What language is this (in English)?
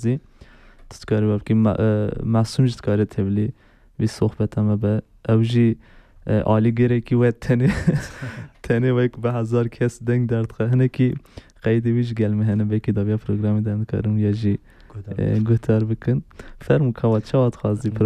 Kurdish